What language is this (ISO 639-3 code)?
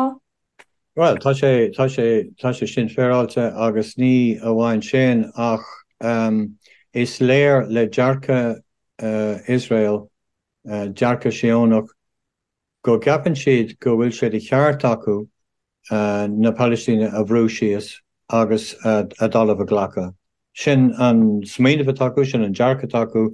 gle